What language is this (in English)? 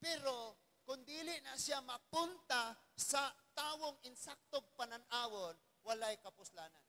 Cebuano